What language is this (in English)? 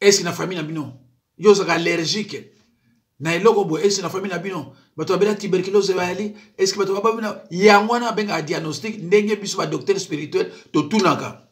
Lingala